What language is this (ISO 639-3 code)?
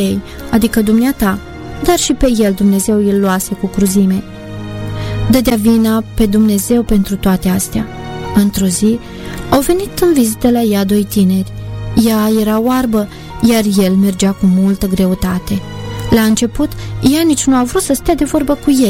ron